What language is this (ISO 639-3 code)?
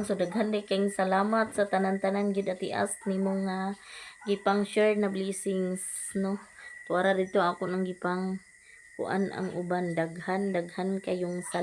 ceb